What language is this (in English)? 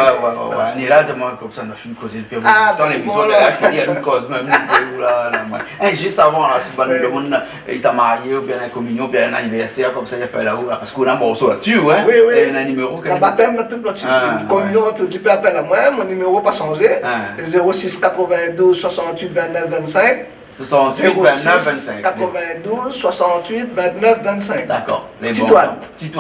Réunion Creole French